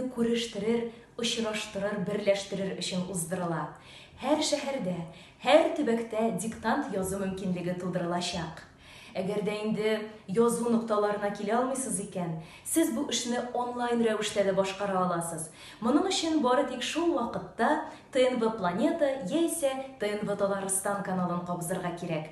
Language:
Tatar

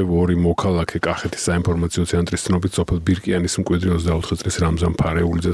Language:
Georgian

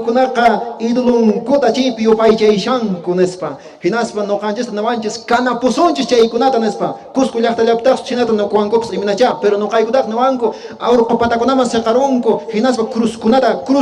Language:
Quechua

